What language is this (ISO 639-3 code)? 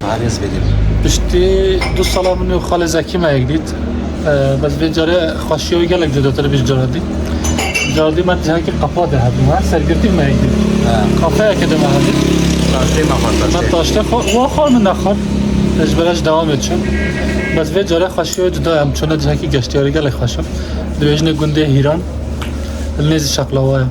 kur